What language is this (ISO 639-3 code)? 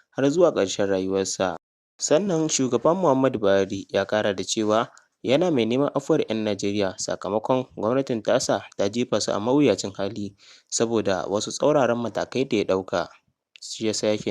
hau